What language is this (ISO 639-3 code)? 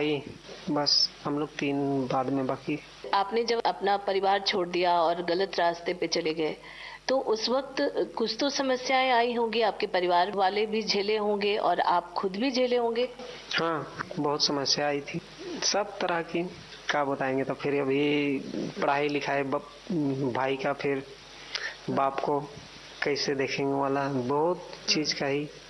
hin